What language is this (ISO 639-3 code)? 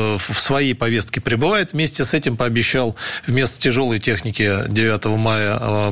rus